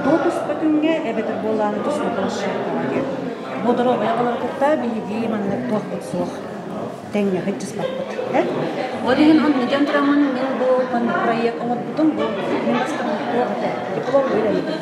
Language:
Yakut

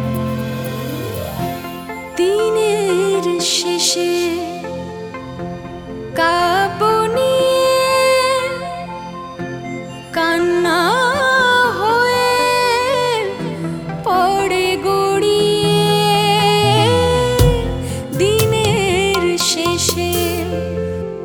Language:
Bangla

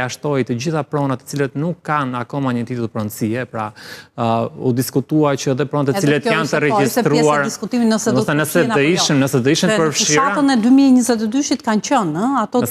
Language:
Albanian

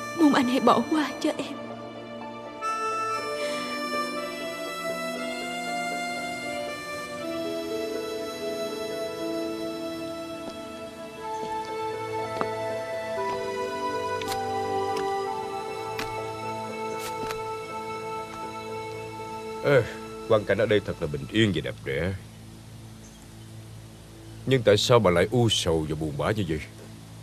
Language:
Vietnamese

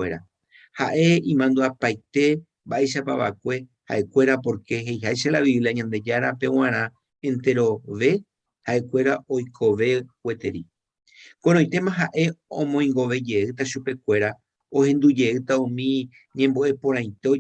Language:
Guarani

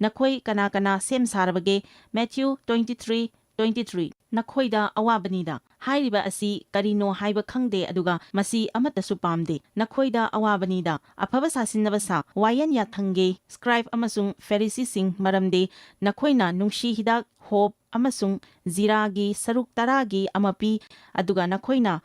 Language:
Manipuri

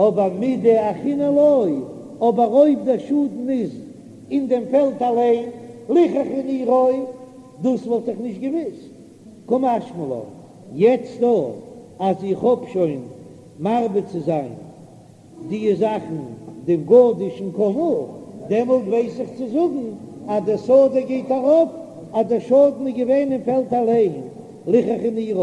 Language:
Yiddish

